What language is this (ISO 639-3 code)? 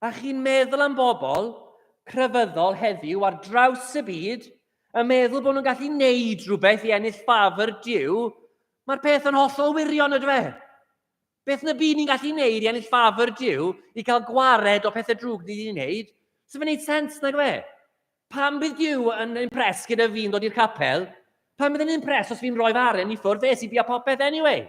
cym